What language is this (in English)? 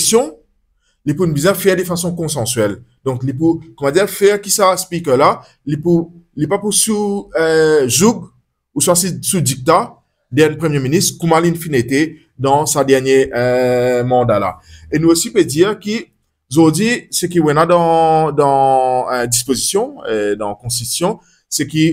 Morisyen